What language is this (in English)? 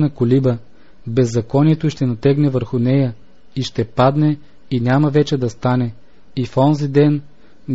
Bulgarian